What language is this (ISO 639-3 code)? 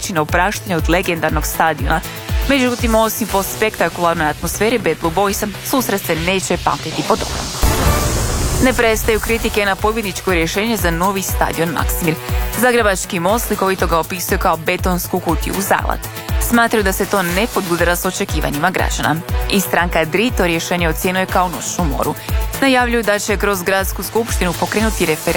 hrv